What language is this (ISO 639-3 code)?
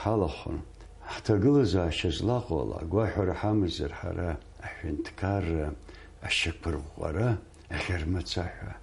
abk